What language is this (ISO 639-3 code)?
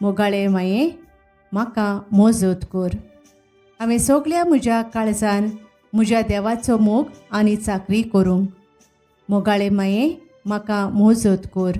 kok